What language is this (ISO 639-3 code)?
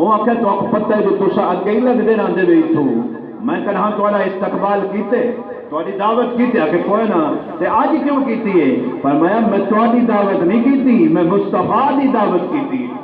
skr